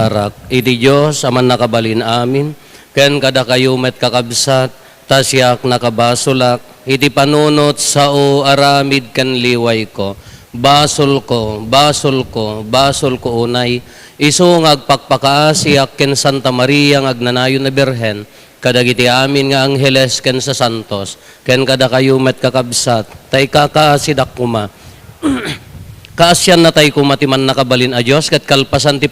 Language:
Iloko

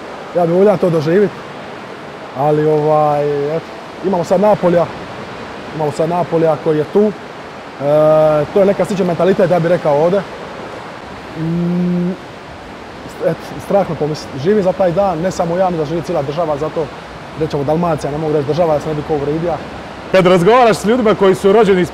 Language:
Croatian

